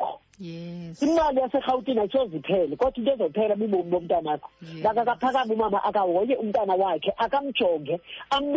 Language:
Xhosa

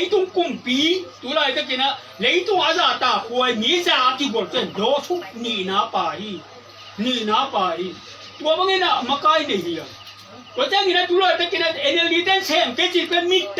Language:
Tedim Chin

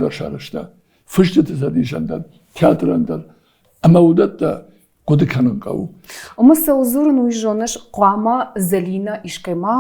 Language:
Ossetic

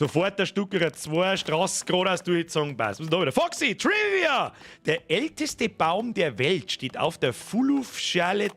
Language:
Bavarian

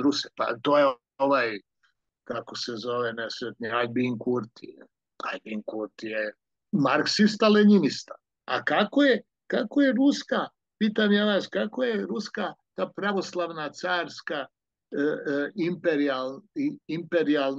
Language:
Serbian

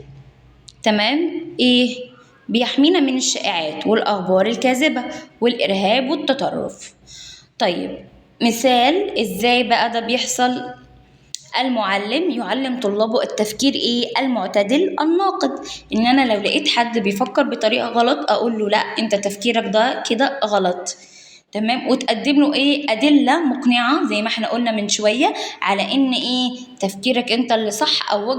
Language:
Egyptian Arabic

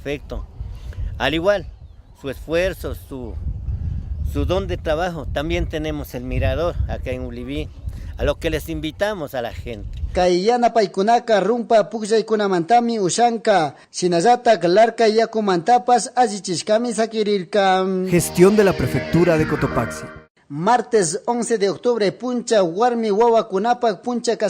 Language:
Chimborazo Highland Quichua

